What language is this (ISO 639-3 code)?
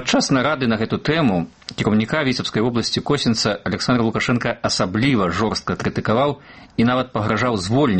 bel